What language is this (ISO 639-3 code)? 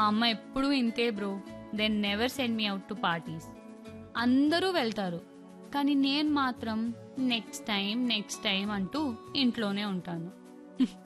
tel